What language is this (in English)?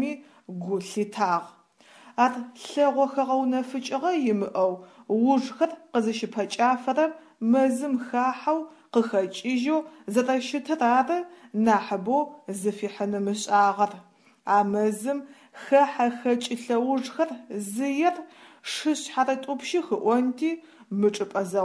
Adyghe